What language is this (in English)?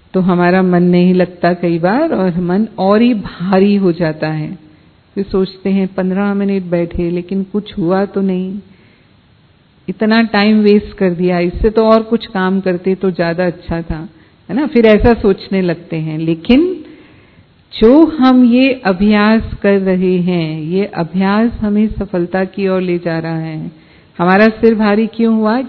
Hindi